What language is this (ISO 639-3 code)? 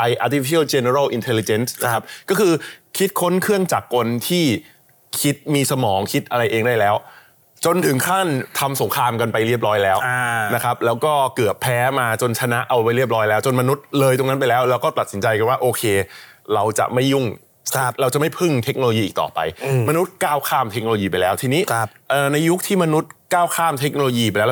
tha